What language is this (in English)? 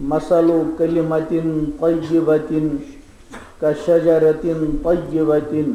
Kashmiri